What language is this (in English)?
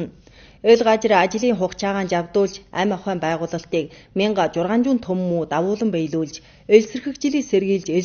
Mongolian